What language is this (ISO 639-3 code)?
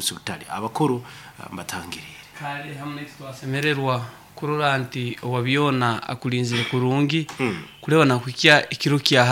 nyo